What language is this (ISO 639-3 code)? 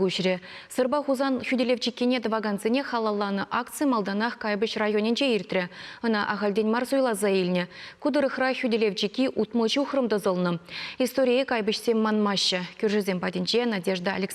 chv